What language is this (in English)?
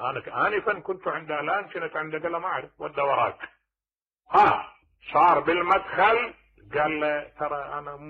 Mesopotamian Arabic